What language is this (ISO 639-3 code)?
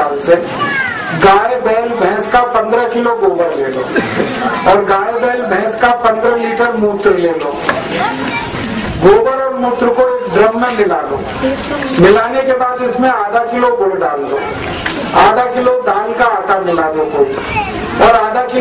hin